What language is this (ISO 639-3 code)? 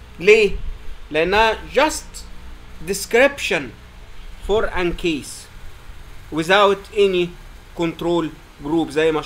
arz